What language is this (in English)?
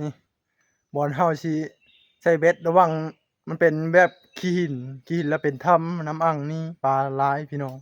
Northeastern Thai